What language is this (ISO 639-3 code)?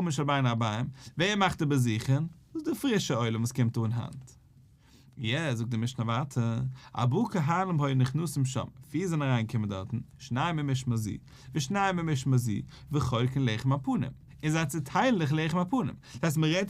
yid